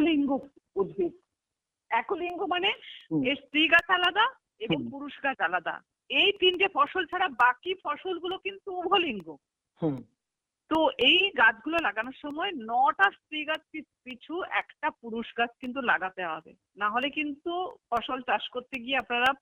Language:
Bangla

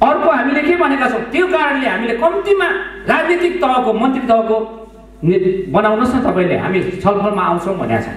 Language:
Nepali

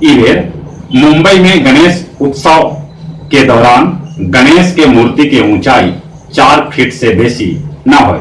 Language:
Magahi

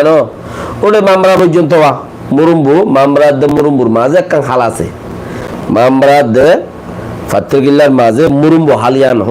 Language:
Rohingya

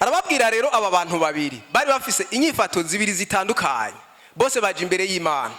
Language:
Rundi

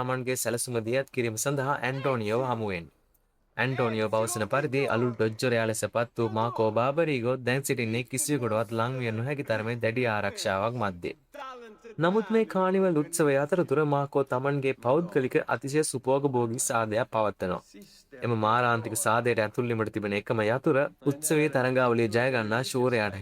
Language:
Sinhala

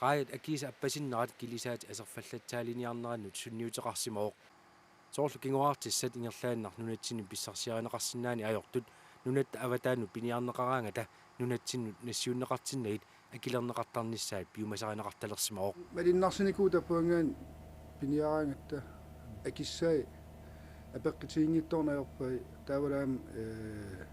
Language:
Kalaallisut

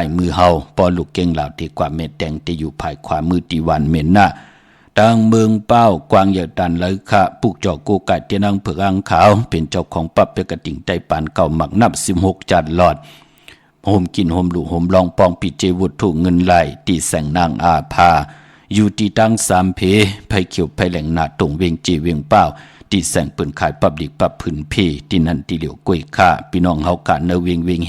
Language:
Shan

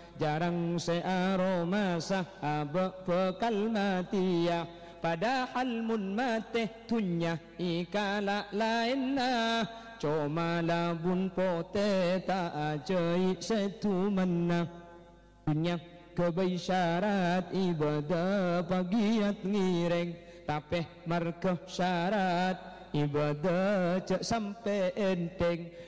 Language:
Madurese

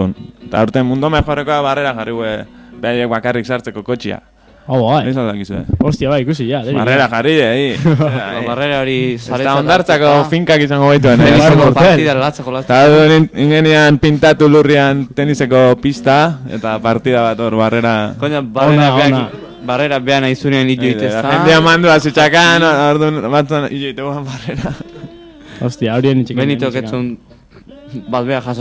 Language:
Basque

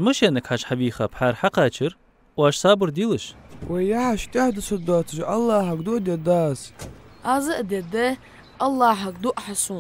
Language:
Ingush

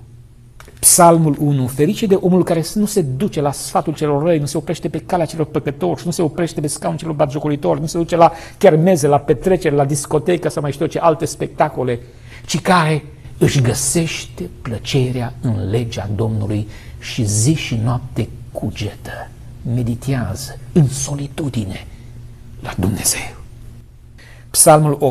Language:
Romanian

